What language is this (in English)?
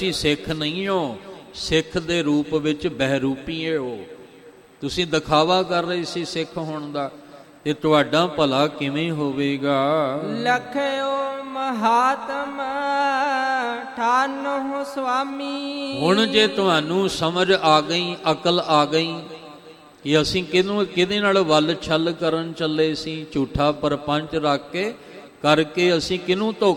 Punjabi